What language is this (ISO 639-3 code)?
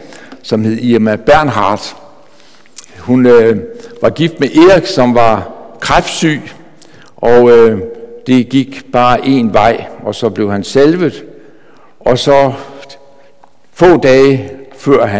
dan